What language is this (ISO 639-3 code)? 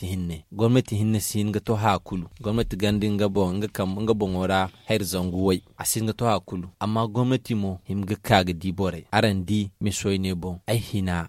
dje